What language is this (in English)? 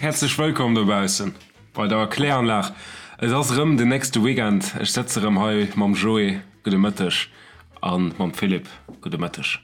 Luxembourgish